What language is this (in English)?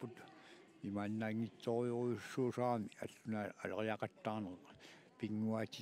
Kalaallisut